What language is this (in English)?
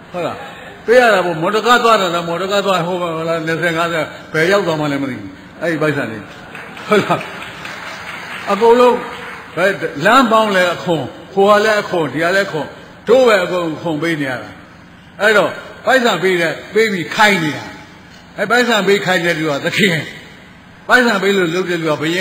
Burmese